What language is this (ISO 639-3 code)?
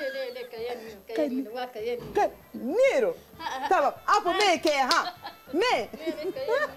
zza